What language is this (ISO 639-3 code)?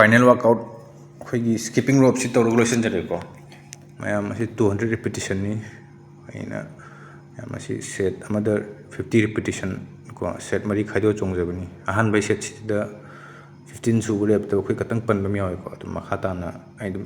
mni